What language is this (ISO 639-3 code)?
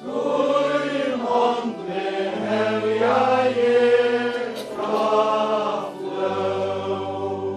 fao